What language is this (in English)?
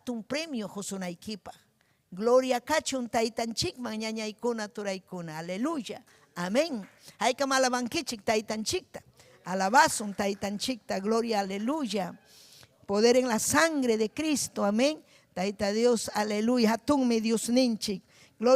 Ayacucho Quechua